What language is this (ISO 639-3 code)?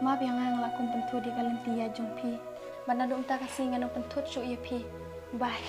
kha